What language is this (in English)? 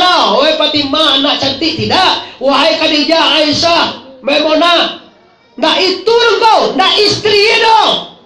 Minangkabau